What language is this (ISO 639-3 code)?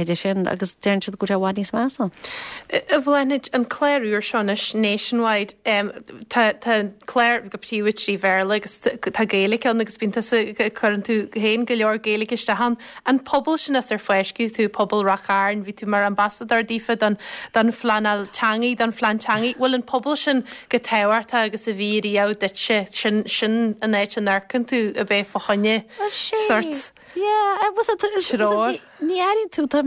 gle